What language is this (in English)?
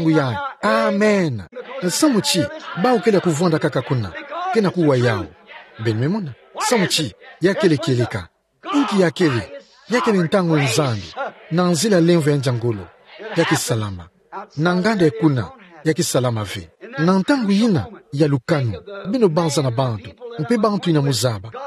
Kituba (Democratic Republic of Congo)